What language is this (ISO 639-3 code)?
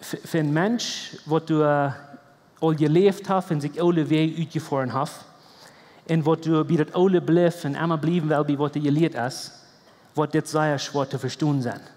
pdt